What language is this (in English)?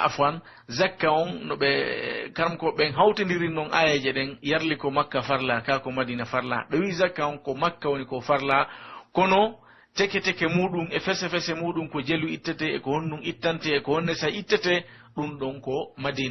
Pular